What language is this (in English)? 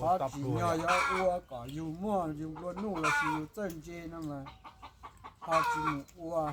Hmong